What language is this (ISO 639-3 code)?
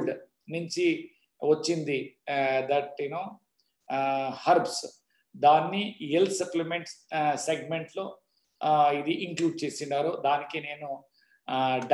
tel